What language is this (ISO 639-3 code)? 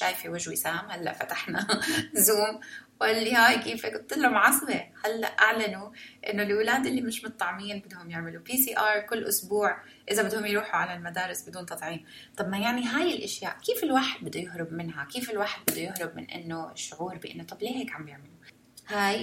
apc